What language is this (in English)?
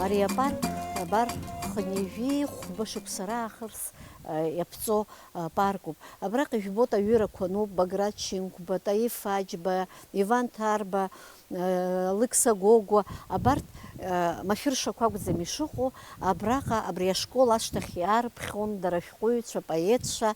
Abkhazian